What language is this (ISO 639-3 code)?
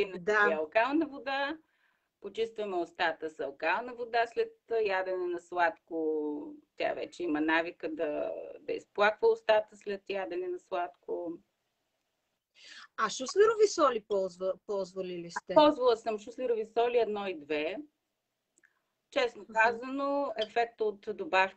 bul